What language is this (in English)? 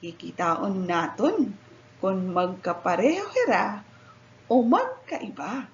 Waray